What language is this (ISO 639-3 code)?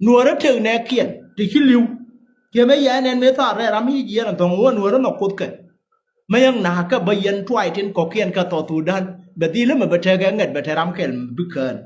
nus